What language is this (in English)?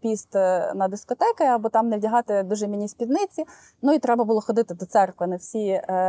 Ukrainian